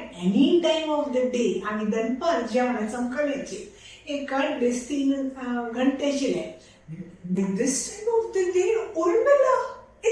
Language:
Konkani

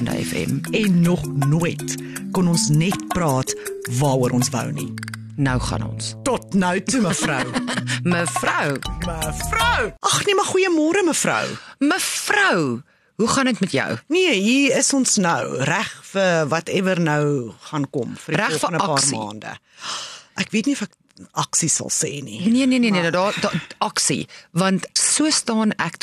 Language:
Afrikaans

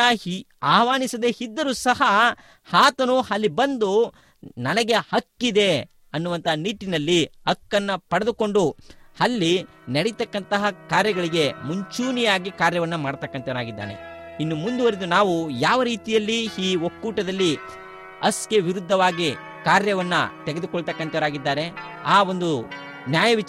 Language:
Kannada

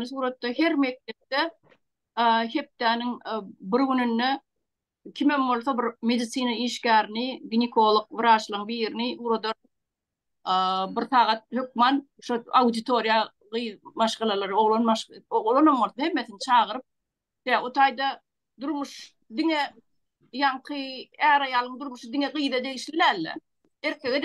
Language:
Turkmen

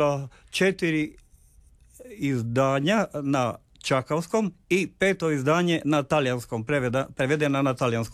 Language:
Croatian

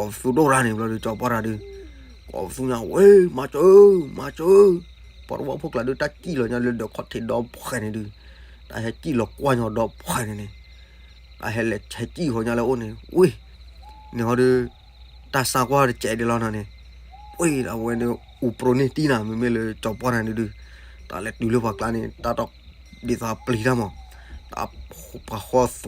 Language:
S'gaw Karen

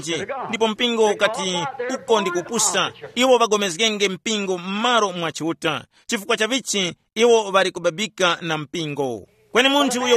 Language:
Tumbuka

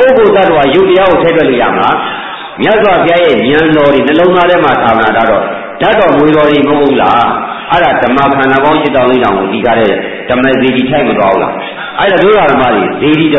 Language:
Burmese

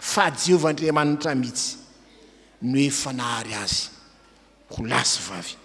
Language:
Malagasy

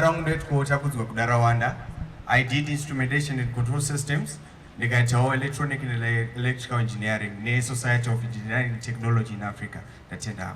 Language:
Shona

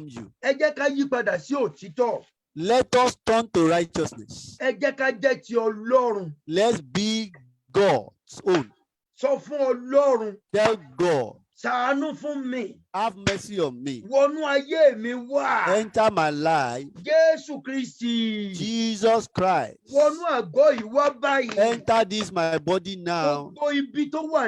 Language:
Yoruba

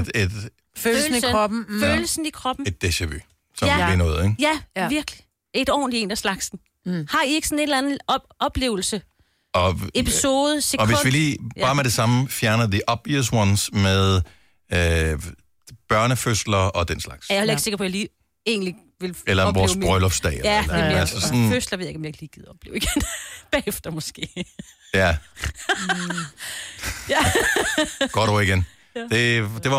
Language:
Danish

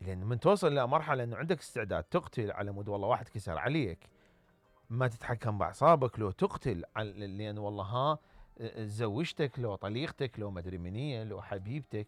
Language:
Mesopotamian Arabic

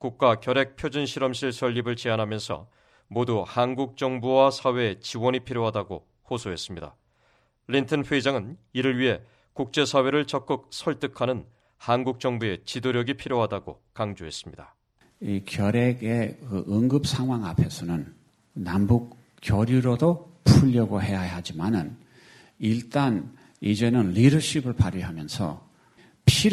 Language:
Korean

